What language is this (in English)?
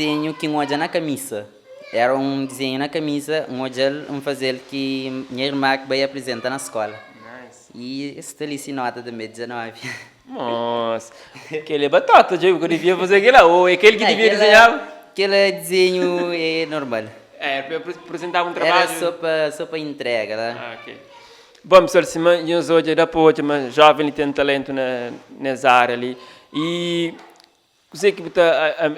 Kabuverdianu